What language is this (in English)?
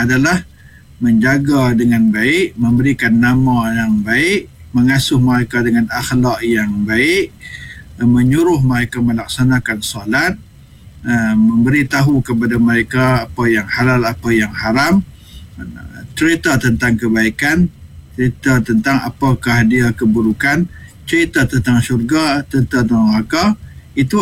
Malay